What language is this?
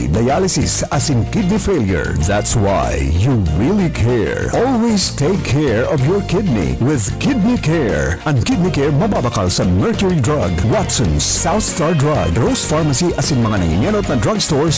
Bikol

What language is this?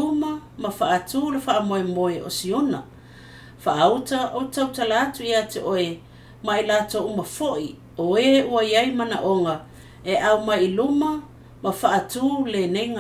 Samoan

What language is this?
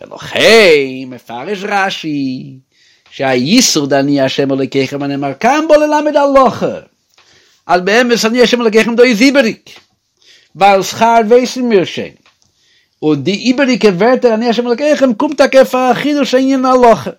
Yiddish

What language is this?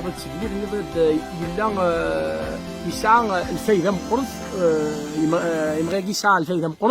Kabyle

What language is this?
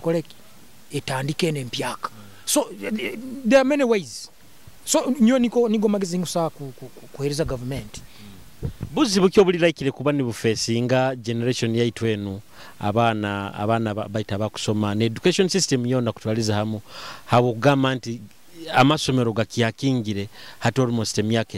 Nyoro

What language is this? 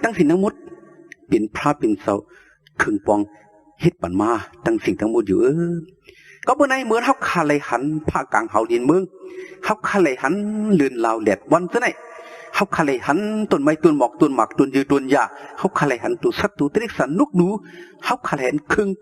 Shan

